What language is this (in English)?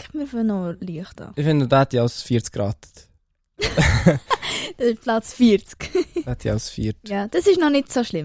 Swiss German